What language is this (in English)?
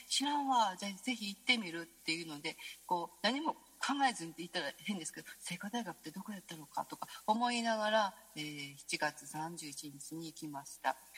Japanese